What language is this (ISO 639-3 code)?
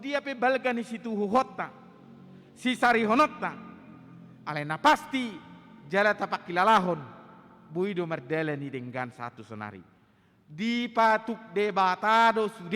bbc